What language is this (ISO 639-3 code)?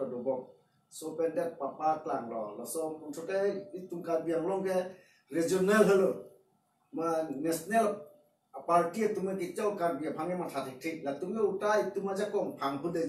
mjw